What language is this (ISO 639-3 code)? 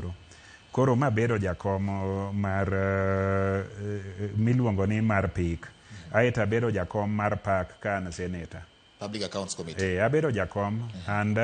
luo